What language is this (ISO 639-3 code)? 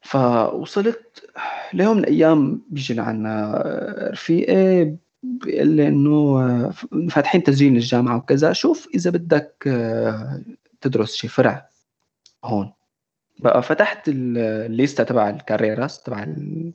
apc